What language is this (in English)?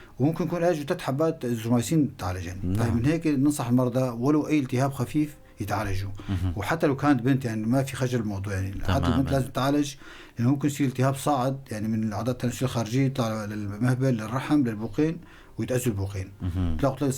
North Levantine Arabic